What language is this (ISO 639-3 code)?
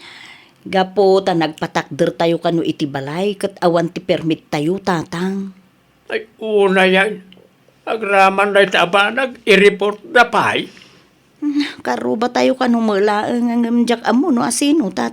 ilo